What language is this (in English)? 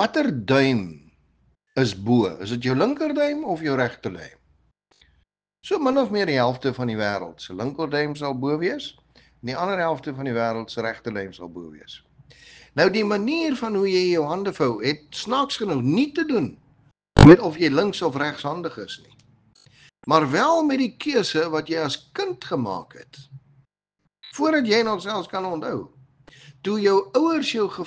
Afrikaans